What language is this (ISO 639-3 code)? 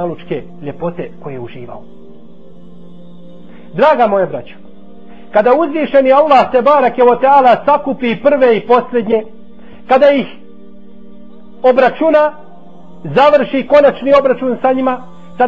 bos